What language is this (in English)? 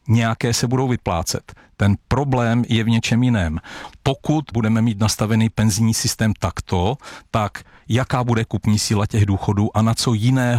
Czech